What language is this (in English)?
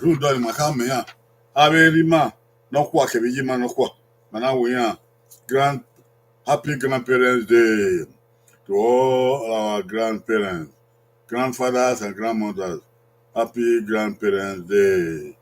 Bini